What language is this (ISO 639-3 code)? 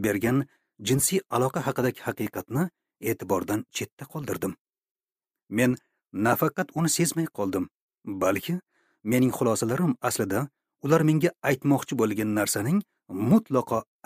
uzb